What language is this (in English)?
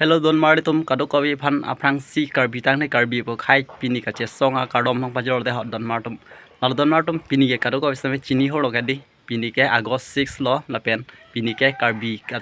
Karbi